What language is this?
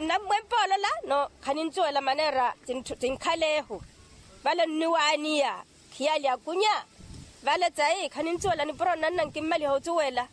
Makhuwa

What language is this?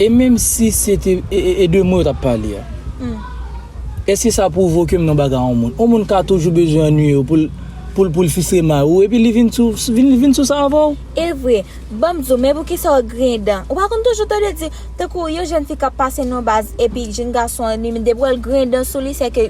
Haitian Creole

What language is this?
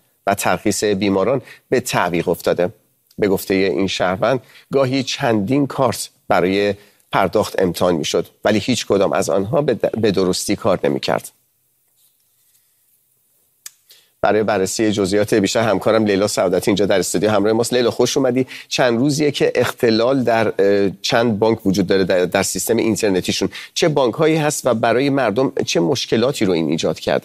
Persian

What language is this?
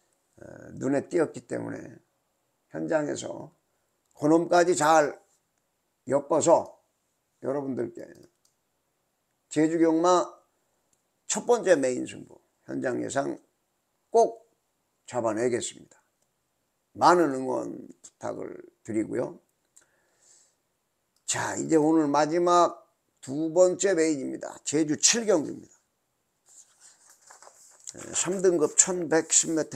Korean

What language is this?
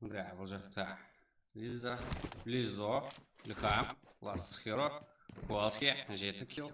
Kara-Kalpak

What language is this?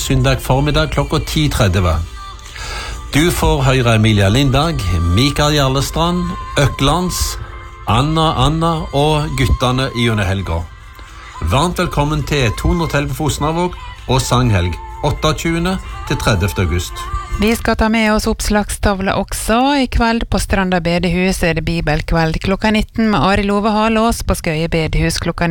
Norwegian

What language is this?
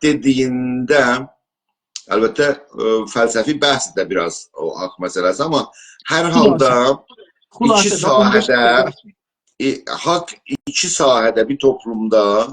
South Azerbaijani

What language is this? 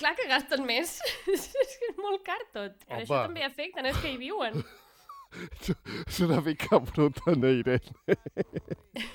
Catalan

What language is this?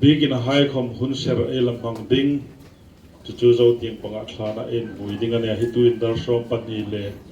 Hmar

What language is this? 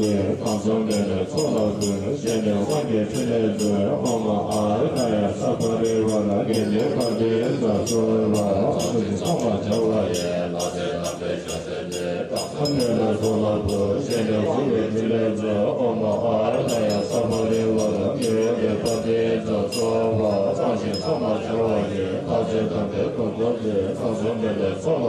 Tibetan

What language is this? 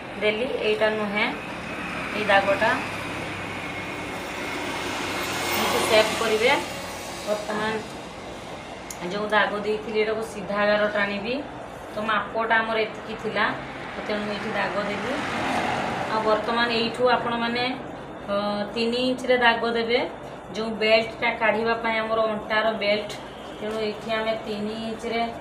Odia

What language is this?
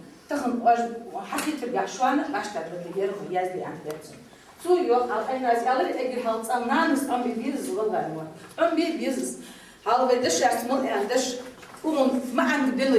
Ingush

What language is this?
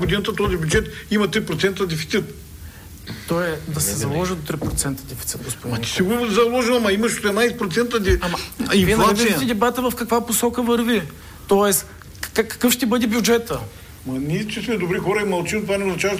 Bulgarian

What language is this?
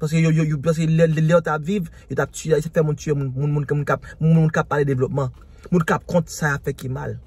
Haitian Creole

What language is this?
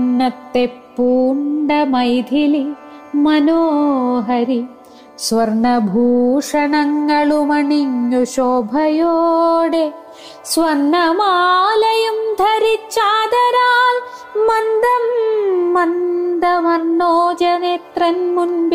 Malayalam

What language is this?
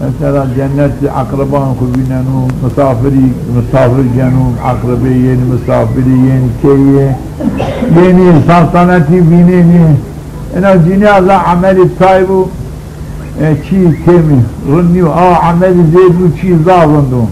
Zaza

